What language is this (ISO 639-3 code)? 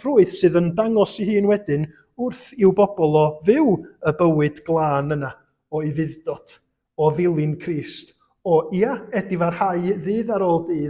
cym